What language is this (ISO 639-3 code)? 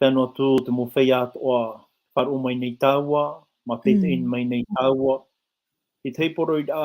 tah